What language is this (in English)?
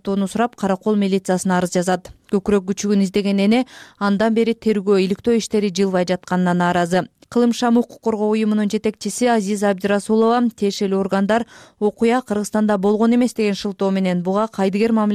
Kyrgyz